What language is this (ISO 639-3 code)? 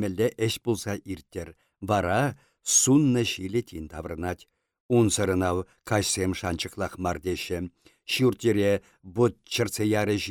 chv